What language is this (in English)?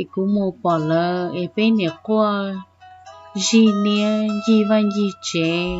Hmong